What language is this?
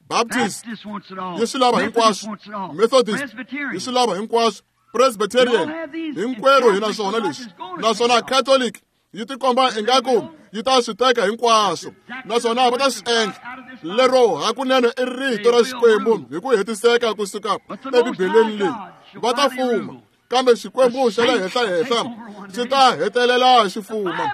Tsonga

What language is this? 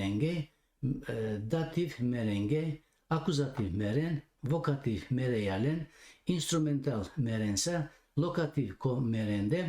Balkan Romani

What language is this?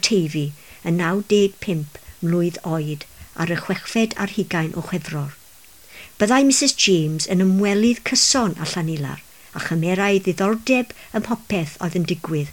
Welsh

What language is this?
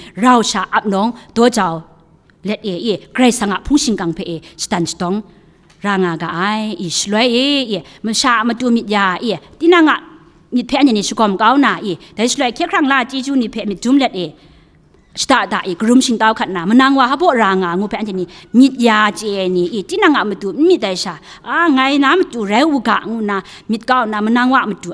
Kachin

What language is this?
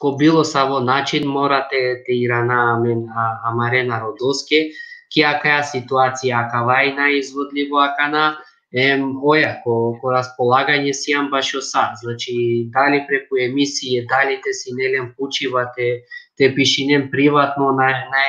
Balkan Romani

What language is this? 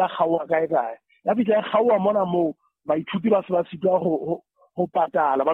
Southern Sotho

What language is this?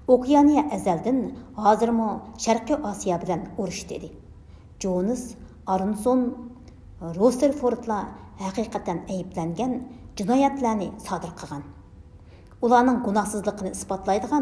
Uyghur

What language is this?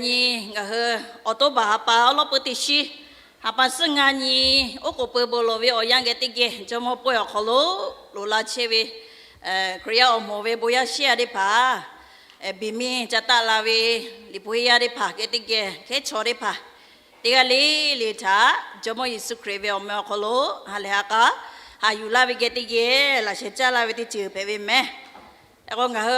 Lahu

